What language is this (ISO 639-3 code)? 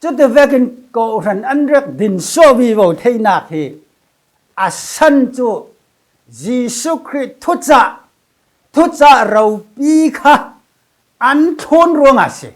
cfm